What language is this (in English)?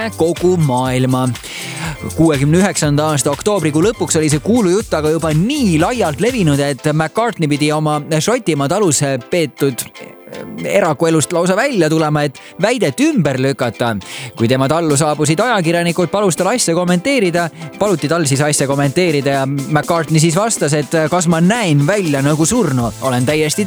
Estonian